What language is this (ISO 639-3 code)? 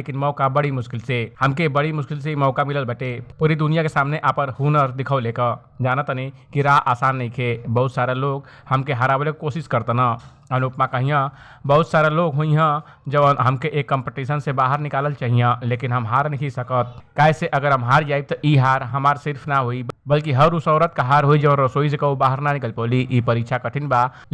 bho